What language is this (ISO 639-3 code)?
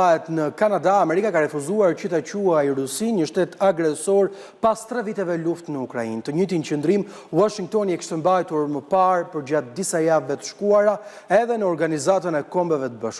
sqi